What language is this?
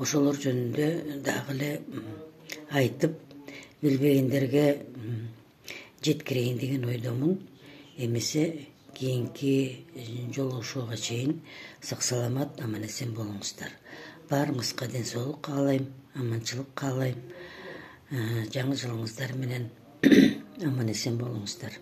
Kyrgyz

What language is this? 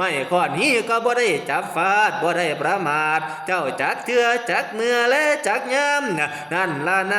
Northeastern Thai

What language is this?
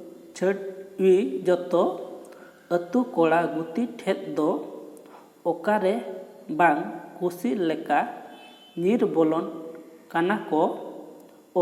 Santali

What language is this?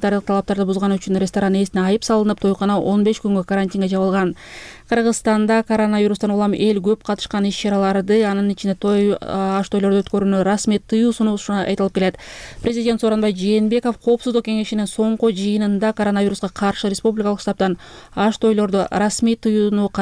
Kyrgyz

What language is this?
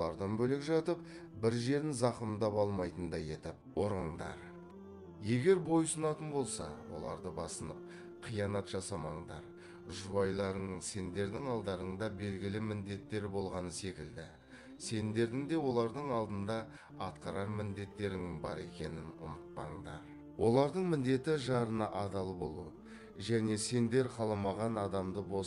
Kazakh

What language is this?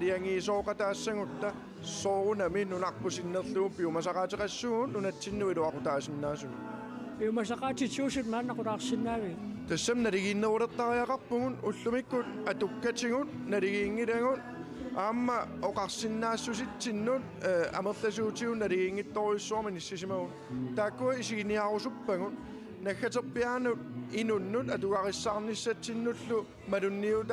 Kalaallisut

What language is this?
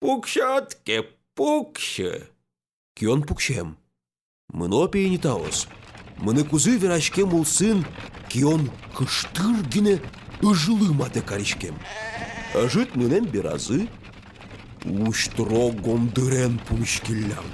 Udmurt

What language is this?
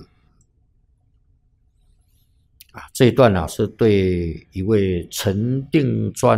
Chinese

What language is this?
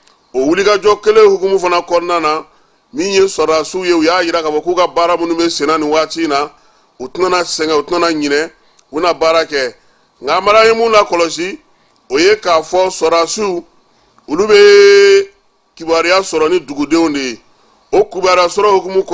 Bambara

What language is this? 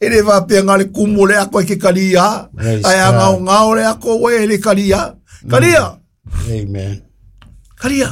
Samoan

